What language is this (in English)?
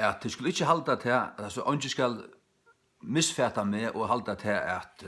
Faroese